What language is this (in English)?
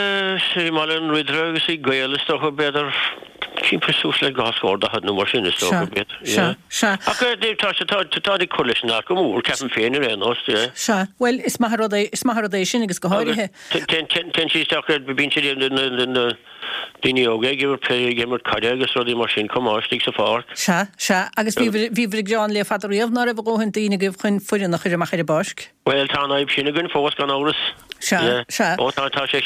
Irish